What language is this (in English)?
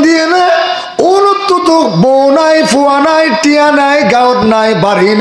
Rohingya